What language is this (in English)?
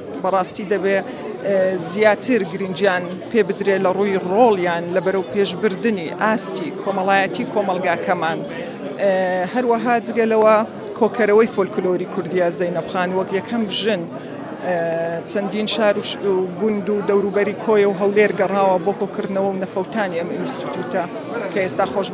Central Kurdish